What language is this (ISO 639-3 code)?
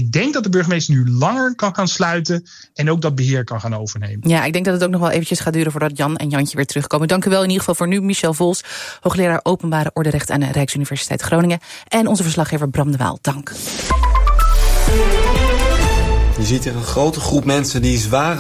nld